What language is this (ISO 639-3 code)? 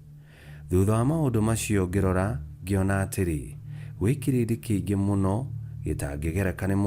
kik